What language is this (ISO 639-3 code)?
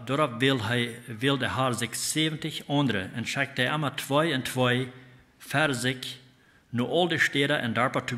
pdt